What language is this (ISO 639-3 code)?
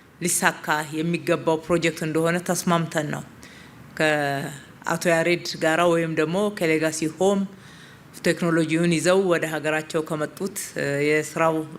amh